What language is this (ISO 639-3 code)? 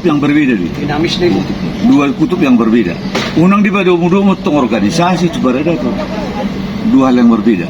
bbc